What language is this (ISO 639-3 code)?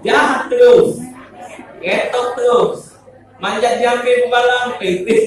mui